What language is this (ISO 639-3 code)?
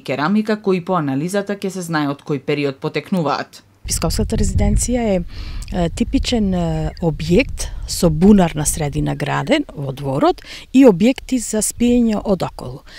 mkd